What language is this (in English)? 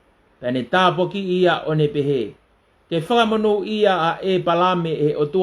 Tongan